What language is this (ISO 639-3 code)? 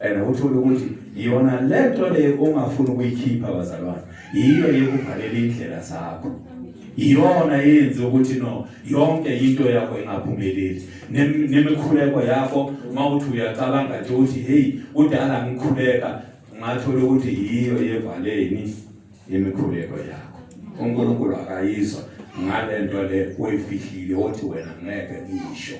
zul